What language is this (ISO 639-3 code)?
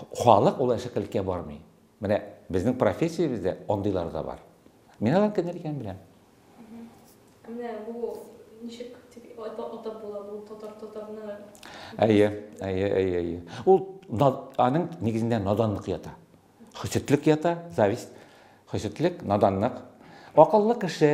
tat